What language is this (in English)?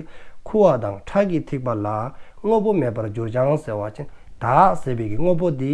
Dzongkha